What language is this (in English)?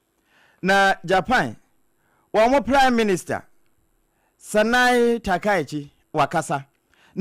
Akan